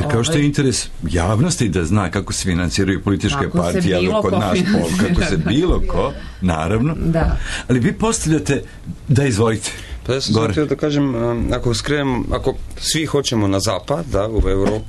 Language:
Serbian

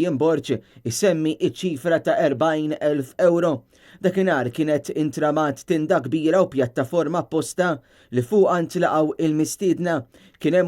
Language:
Maltese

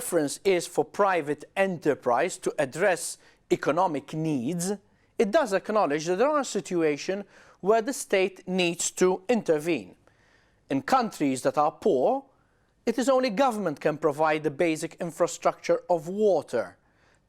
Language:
English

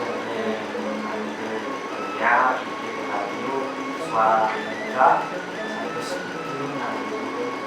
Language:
Balinese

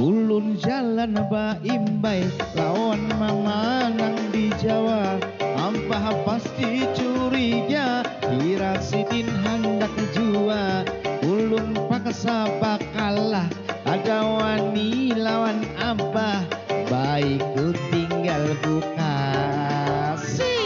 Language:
Banjar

